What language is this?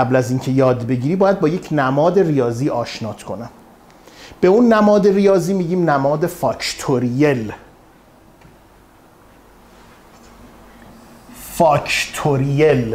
Persian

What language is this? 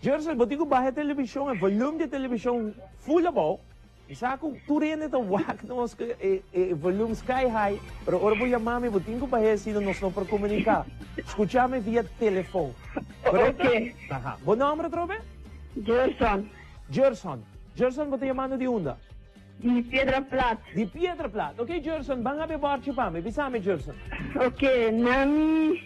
Papiamento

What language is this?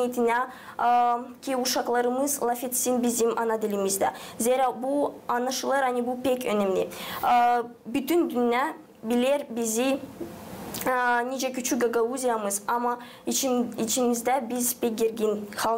Gagauz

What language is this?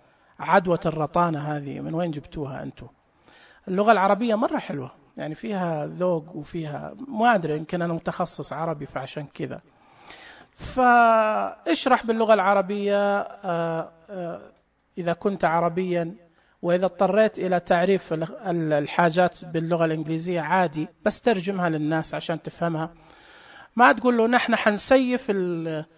Najdi Arabic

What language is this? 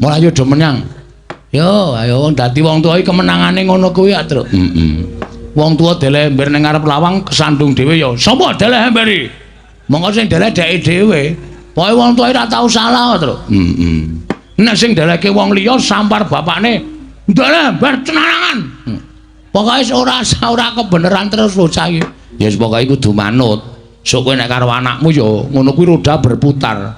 Javanese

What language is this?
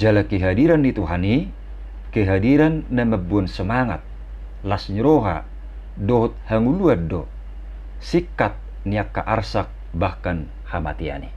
Batak Toba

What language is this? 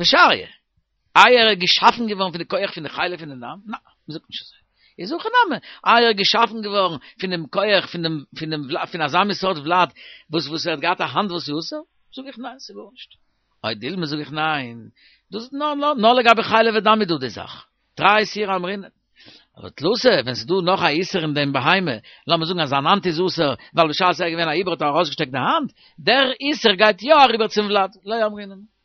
Yiddish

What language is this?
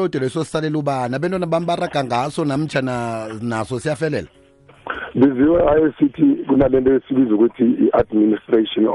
South Ndebele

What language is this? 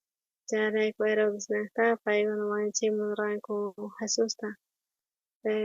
South Bolivian Quechua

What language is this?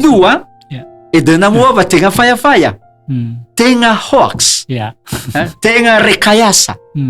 Nias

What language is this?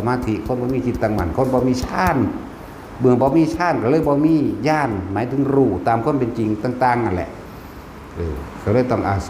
Northeastern Thai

